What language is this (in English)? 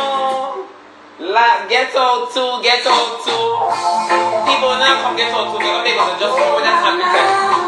Jamaican Creole English